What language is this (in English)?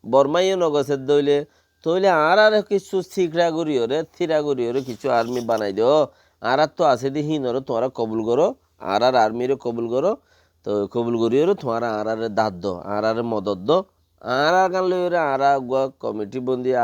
Rohingya